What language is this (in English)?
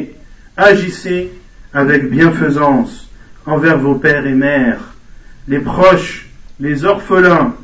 French